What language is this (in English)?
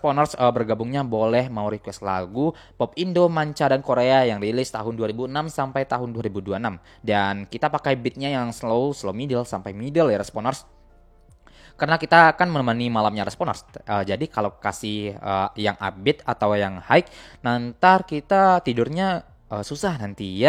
Indonesian